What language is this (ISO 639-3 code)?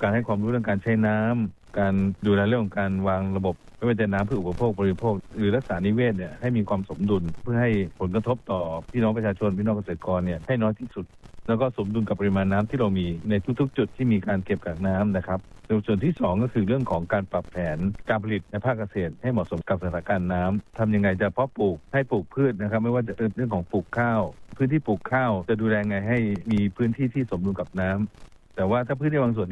tha